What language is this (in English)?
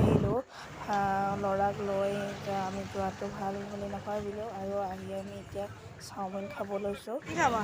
Assamese